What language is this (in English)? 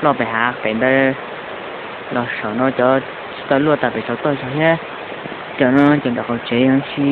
Hmong